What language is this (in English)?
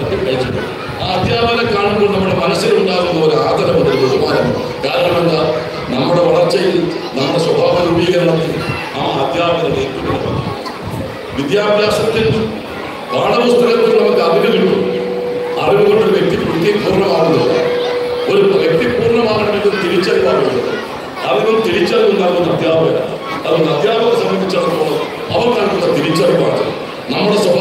Malayalam